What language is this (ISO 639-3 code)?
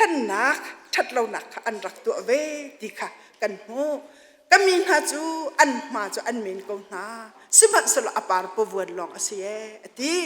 cnh